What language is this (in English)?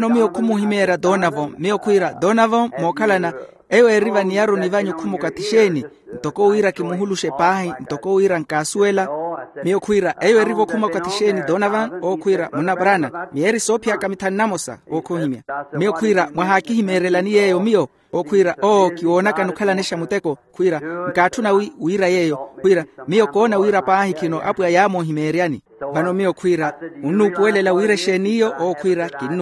Makhuwa